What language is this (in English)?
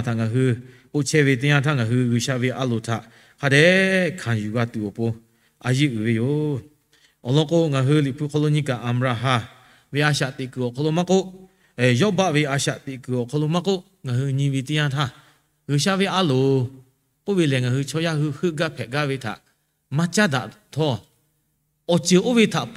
Lahu